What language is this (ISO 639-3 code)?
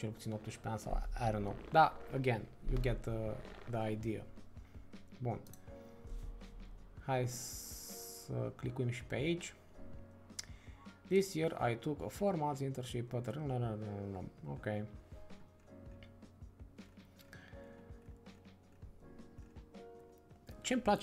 ron